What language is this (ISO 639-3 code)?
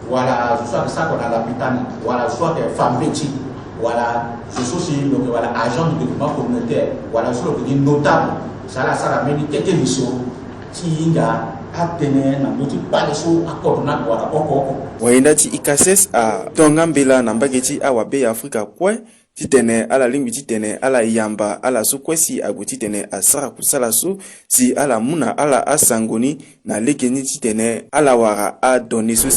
sag